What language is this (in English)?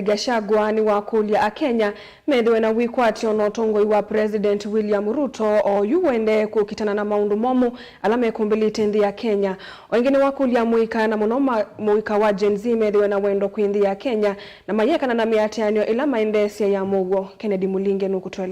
Kamba